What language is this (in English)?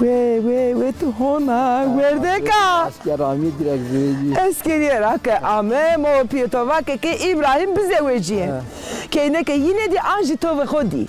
Zaza